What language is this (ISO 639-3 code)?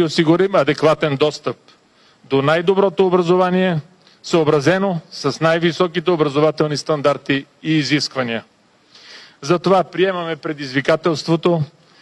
bul